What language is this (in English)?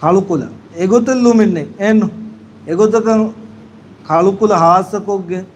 Divehi